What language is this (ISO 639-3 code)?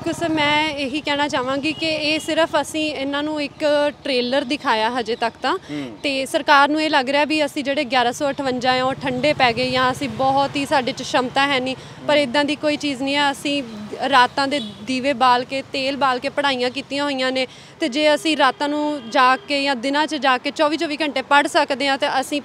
pan